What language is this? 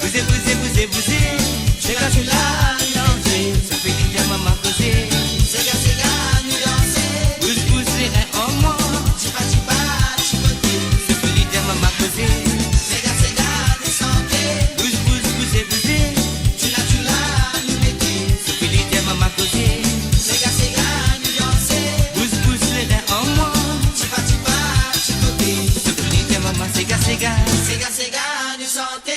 Morisyen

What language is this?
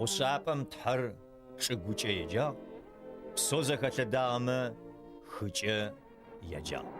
Adyghe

